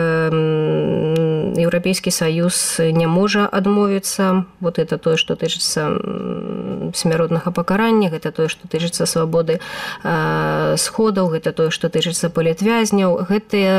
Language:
Belarusian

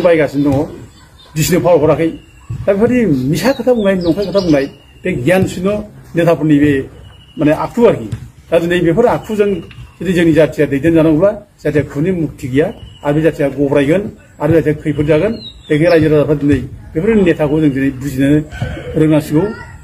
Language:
Bodo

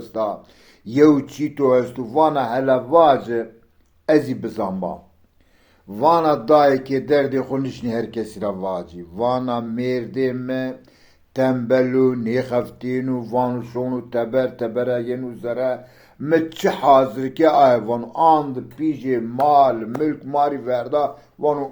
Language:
Zaza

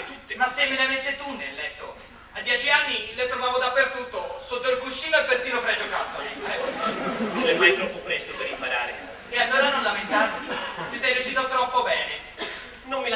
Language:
Italian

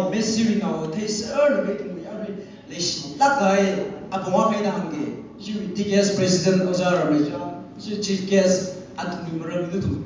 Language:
Tangkhul Naga (India)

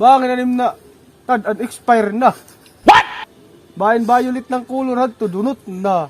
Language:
Waray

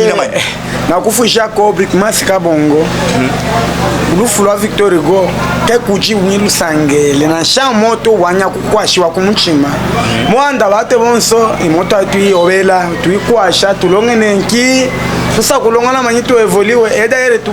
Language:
Luba-Katanga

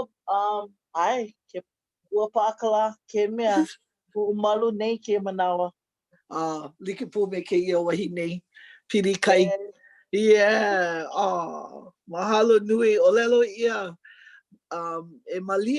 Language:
Hawaiian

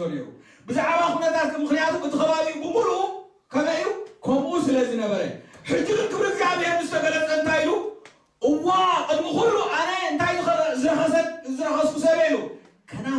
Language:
Tigrinya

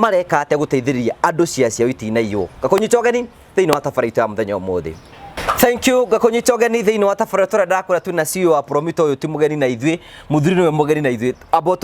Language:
Kikuyu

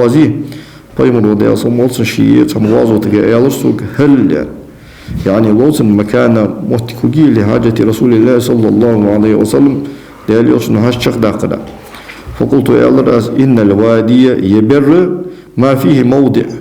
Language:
Ingush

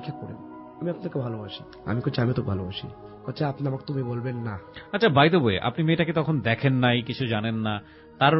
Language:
Bangla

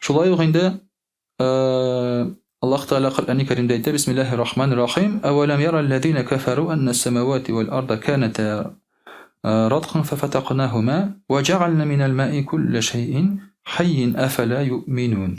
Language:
Tatar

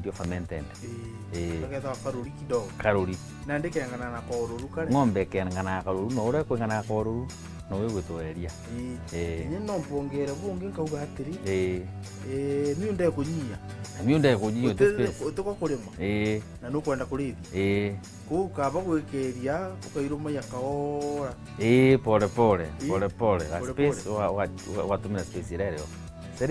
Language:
Meru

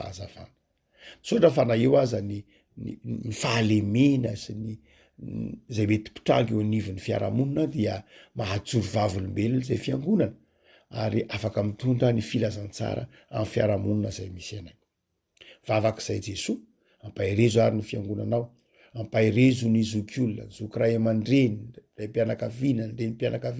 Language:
Malagasy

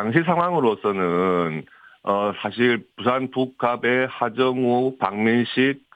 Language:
Korean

